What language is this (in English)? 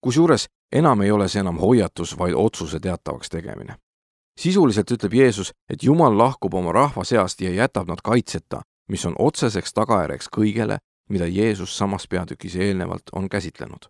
Estonian